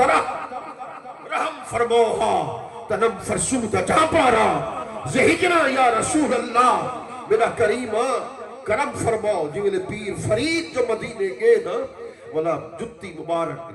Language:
Saraiki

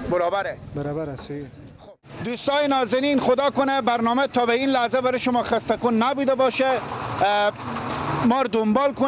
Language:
Persian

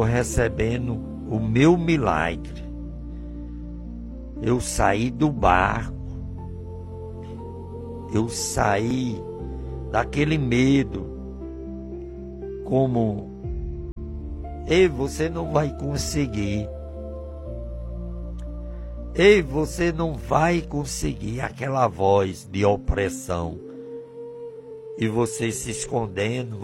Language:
Portuguese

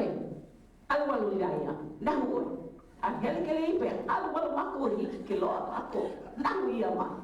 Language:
Hawaiian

